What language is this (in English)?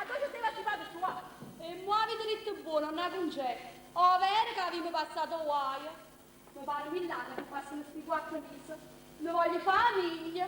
Neapolitan